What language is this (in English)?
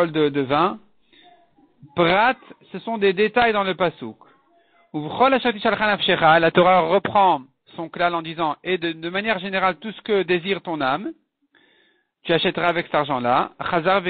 French